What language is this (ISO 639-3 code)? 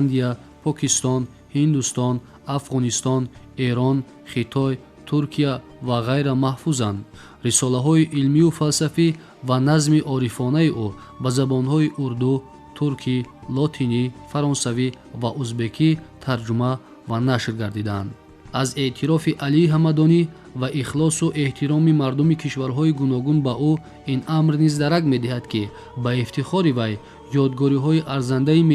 tgk